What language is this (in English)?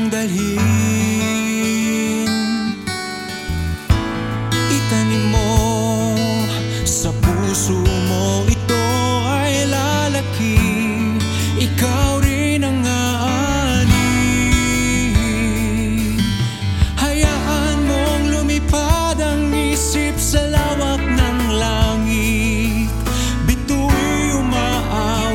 Filipino